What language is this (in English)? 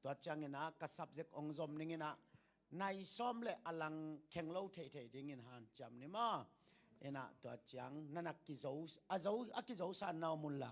Tedim Chin